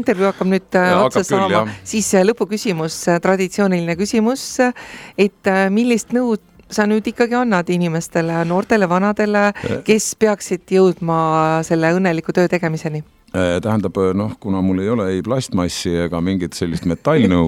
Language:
Estonian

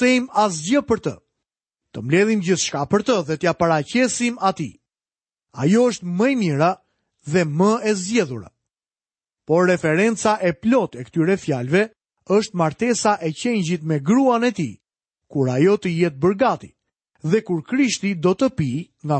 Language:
Albanian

